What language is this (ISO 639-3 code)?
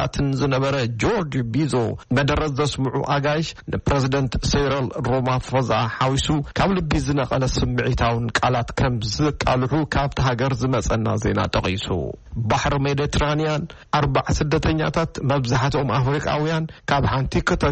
tir